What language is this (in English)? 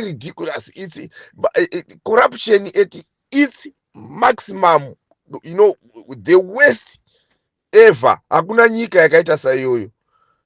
Shona